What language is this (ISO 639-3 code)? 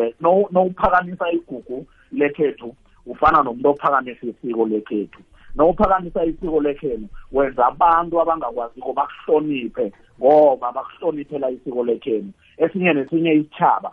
nbl